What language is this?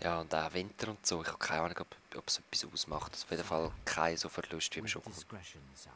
Swiss German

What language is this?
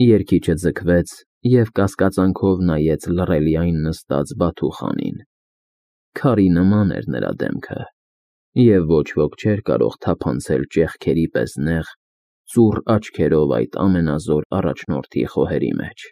Armenian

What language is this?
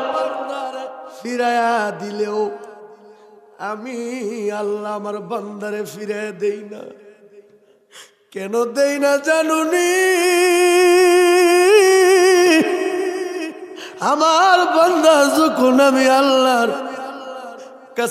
Bangla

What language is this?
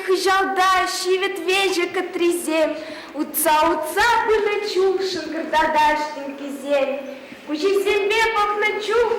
Chuvash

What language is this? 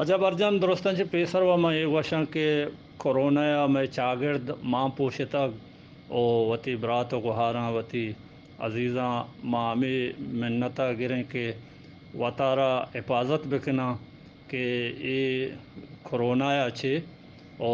Eastern Balochi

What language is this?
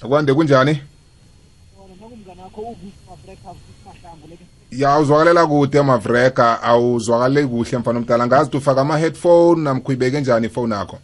South Ndebele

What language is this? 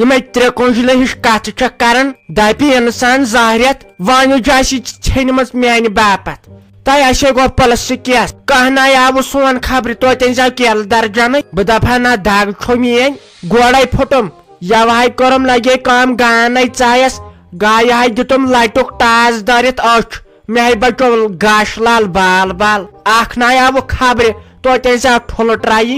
Kashmiri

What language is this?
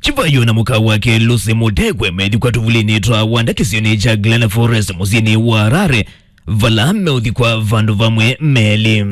Kamba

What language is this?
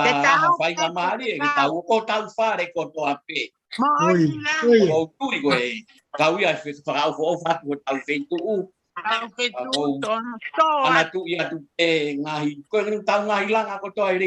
Tongan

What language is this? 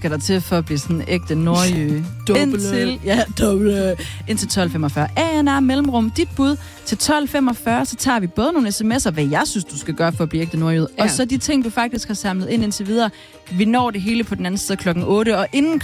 Danish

